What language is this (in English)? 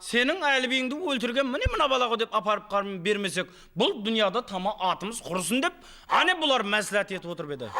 Kara-Kalpak